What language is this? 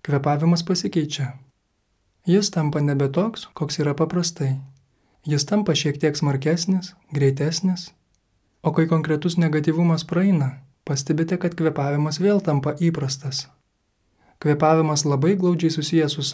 Lithuanian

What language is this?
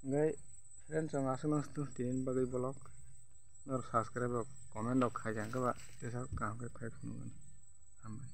Kok Borok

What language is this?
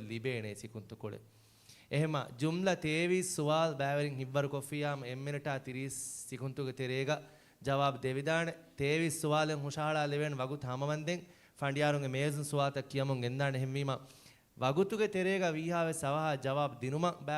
Divehi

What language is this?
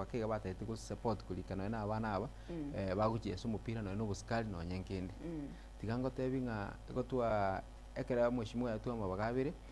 Gusii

